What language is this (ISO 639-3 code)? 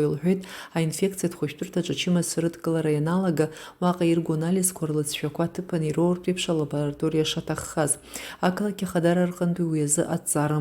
abk